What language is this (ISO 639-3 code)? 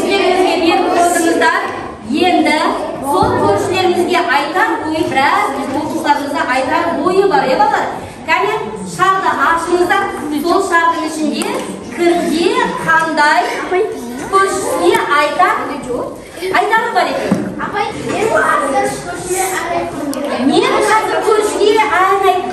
kaz